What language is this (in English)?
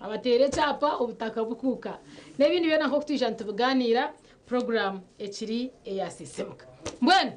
Nyankole